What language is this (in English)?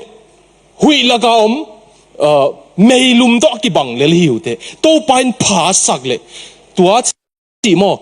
Tedim Chin